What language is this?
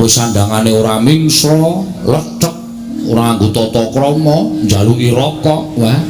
Javanese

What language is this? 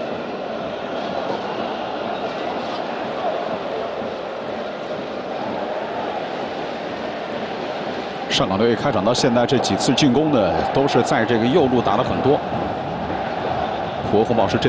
Chinese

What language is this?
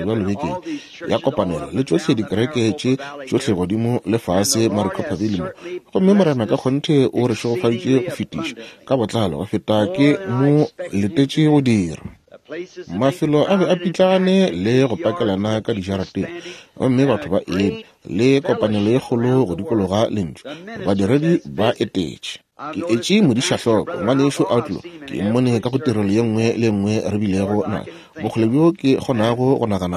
Northern Sotho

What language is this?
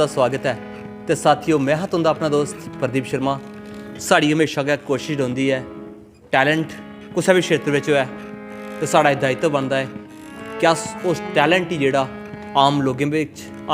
Dogri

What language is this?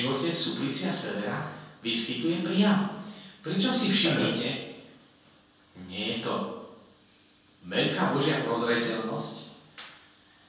Slovak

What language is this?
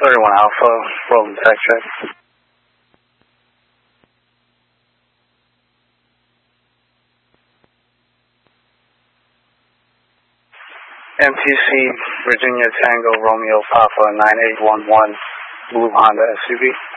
English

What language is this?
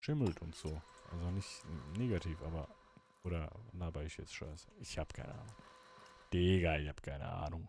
Swiss German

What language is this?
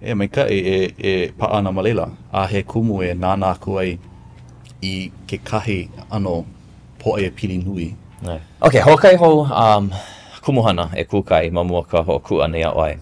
Hawaiian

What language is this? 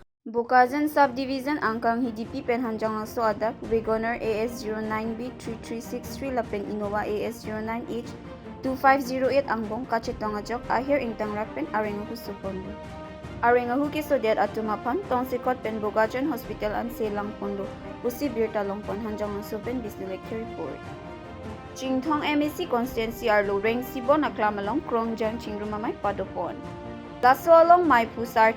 Karbi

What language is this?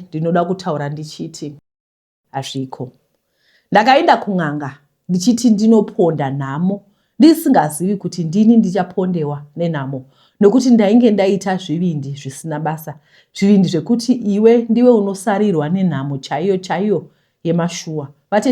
Shona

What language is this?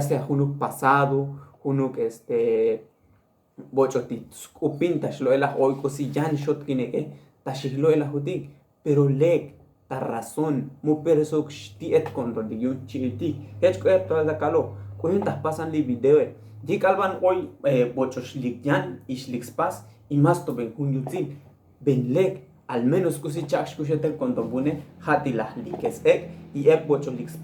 Tzotzil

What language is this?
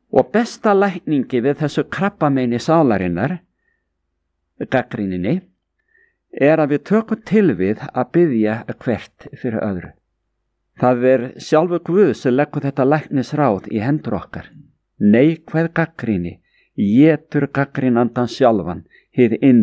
Icelandic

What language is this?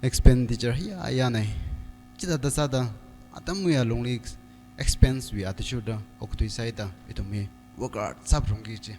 Tangkhul Naga (India)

